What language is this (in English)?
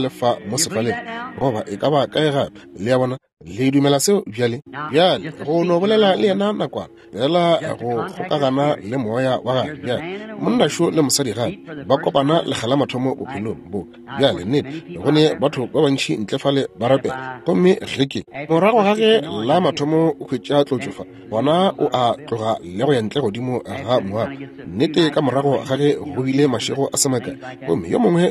Northern Sotho